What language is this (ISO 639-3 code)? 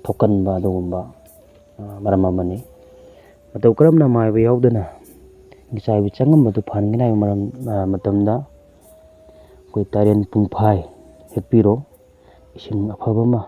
mni